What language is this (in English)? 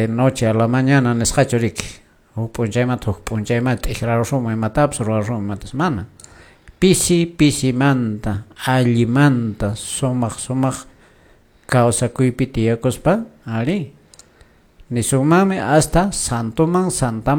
Quechua